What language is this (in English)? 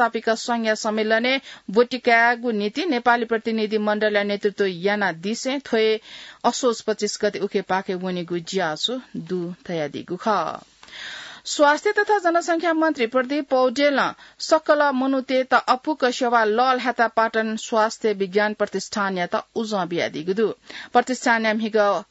Newari